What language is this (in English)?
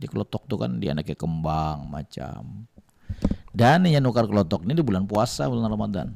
Banjar